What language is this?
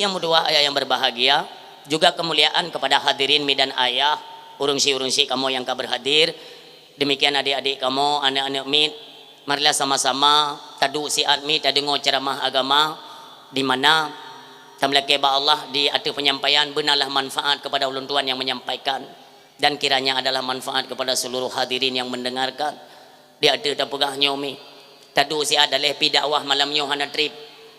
Achinese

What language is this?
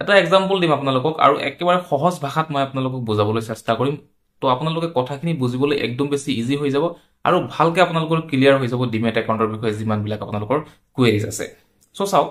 Assamese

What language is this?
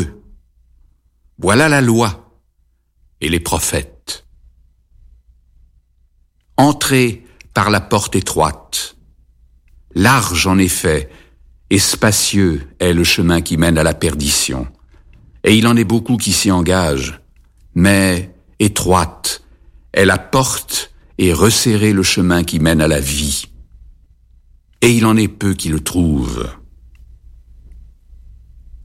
French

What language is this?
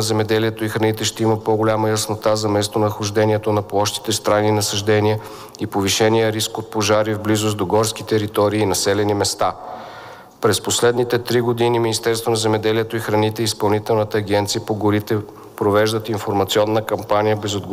Bulgarian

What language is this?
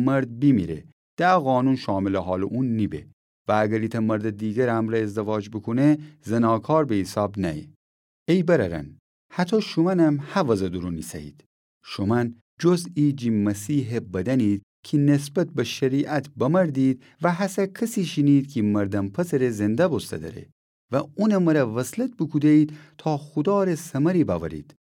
Gilaki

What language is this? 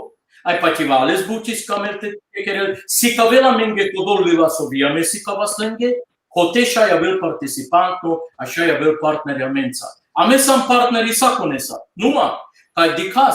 Balkan Romani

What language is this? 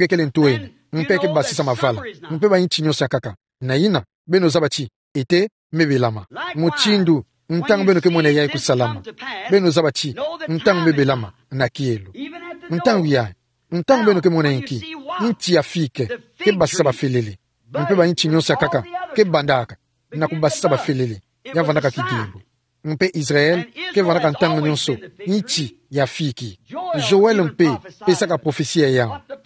Kituba (Democratic Republic of Congo)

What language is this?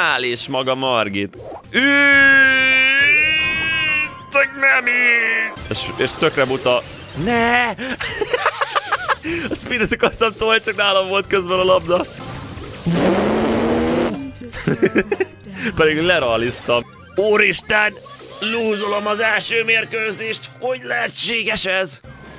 Hungarian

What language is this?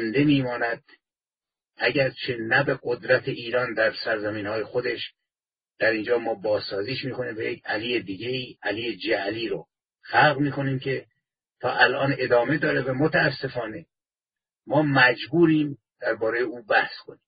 Persian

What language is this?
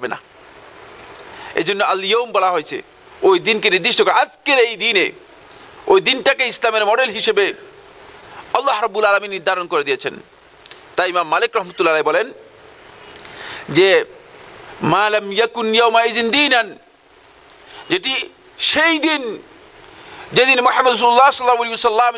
Bangla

